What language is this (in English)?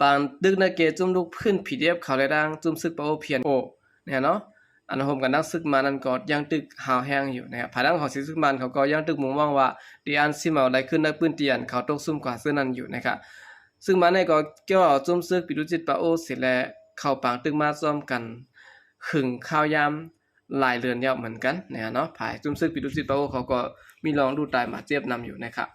Shan